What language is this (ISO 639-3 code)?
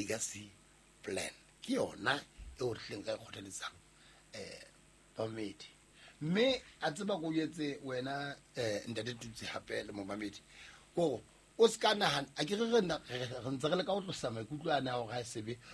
sot